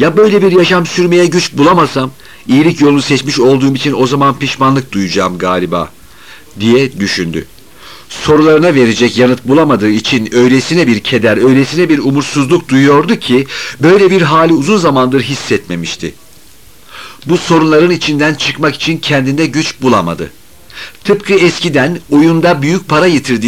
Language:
Turkish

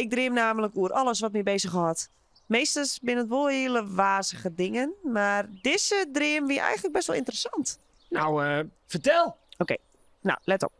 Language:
Western Frisian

